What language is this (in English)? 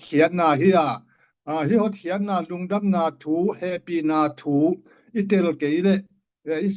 Tedim Chin